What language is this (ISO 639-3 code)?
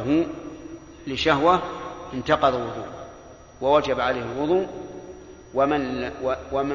ara